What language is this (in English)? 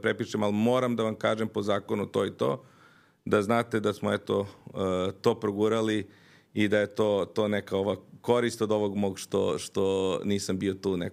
Serbian